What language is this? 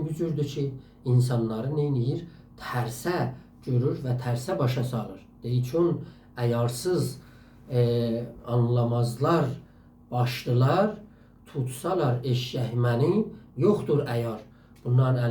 South Azerbaijani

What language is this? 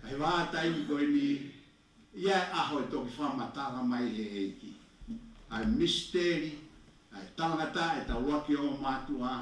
Tongan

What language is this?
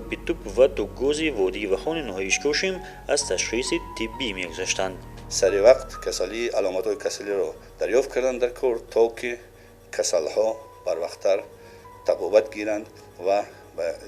Tajik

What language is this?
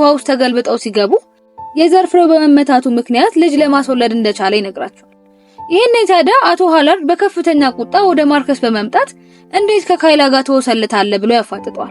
Amharic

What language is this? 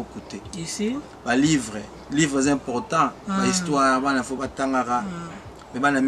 Lingala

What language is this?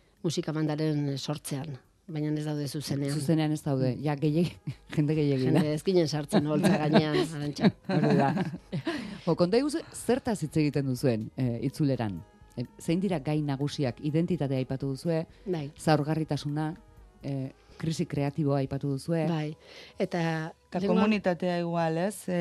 Basque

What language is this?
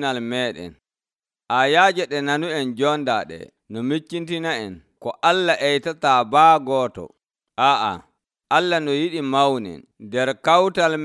Nigerian Fulfulde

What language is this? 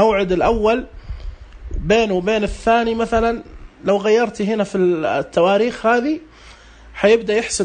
Najdi Arabic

